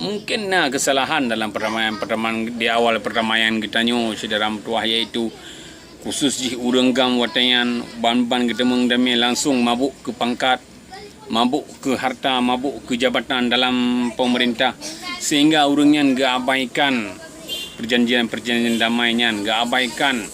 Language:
Achinese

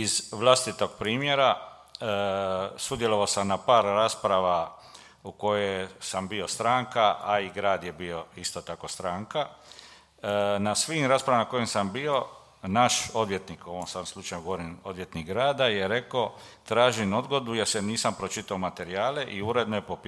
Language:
Croatian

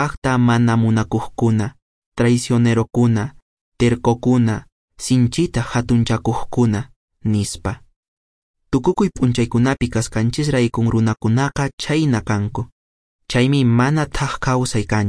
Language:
Quechua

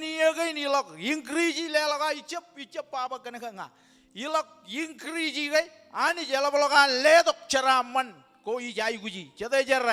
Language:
Marshallese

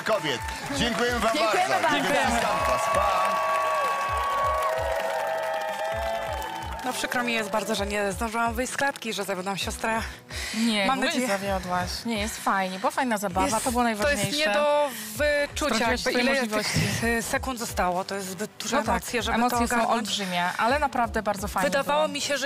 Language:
Polish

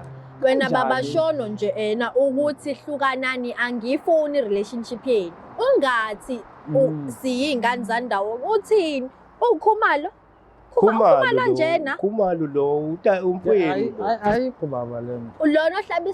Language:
Zulu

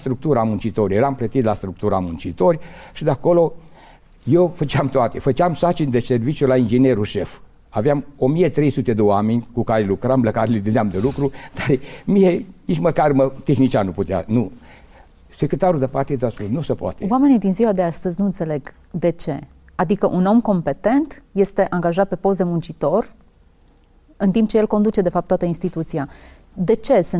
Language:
Romanian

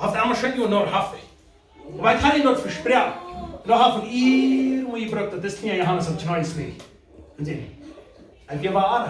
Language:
Plautdietsch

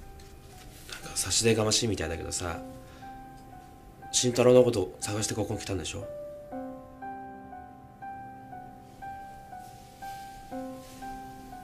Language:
Japanese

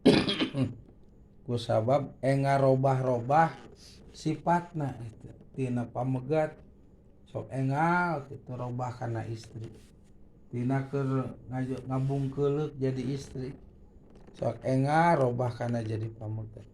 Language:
Sundanese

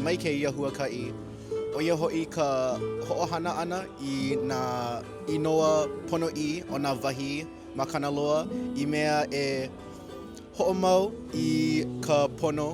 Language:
Hawaiian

